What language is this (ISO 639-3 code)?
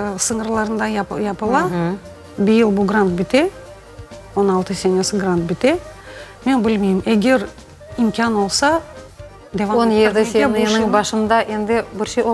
crh